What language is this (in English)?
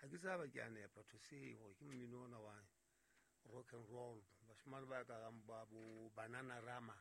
Southern Sotho